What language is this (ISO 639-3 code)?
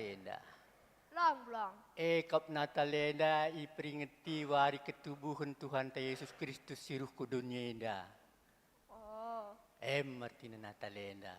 btx